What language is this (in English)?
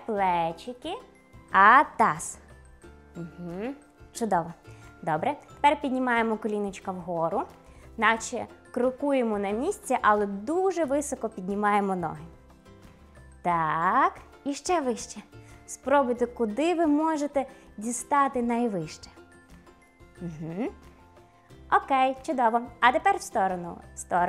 Ukrainian